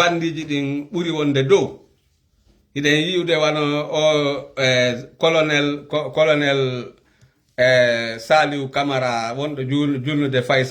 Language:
Fula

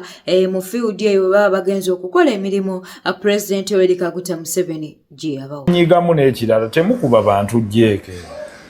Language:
Ganda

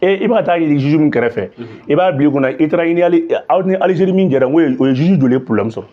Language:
Bambara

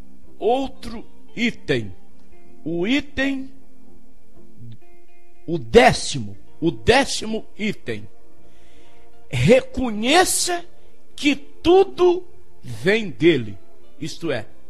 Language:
Portuguese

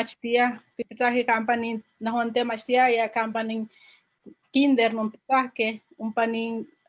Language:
Eastern Huasteca Nahuatl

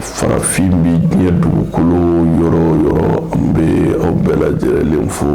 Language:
Bambara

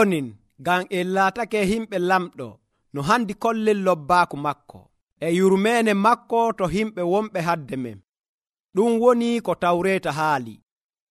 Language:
Nigerian Fulfulde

